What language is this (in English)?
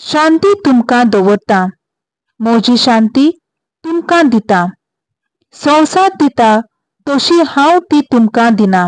Konkani